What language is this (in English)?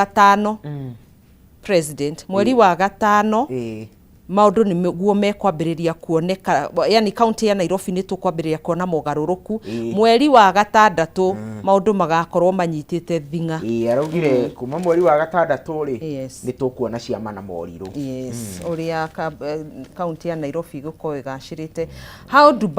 Kikuyu